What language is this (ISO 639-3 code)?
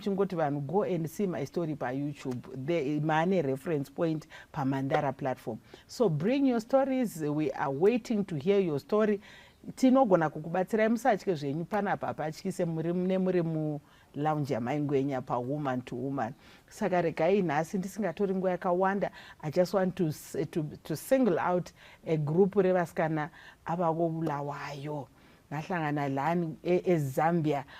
sna